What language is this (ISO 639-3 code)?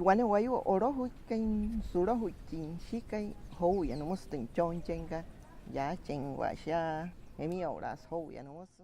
guc